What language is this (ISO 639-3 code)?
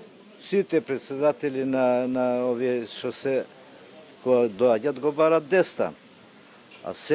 mkd